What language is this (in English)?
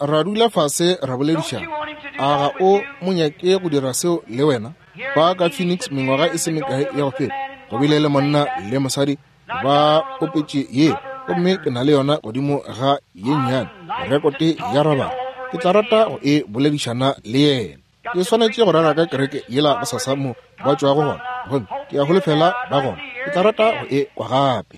Northern Sotho